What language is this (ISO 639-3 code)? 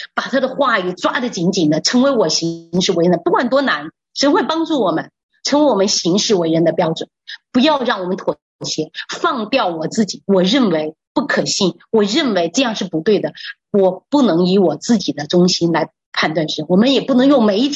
zho